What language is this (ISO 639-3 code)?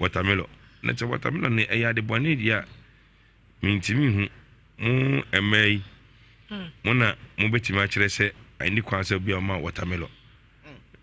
aka